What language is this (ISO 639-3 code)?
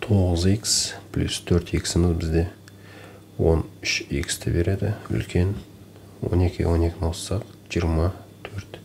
kaz